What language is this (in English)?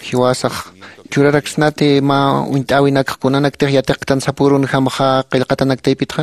Aymara